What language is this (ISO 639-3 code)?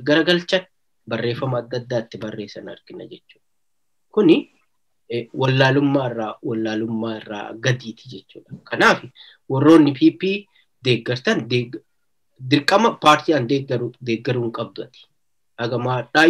orm